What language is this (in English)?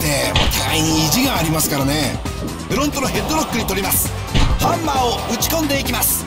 Japanese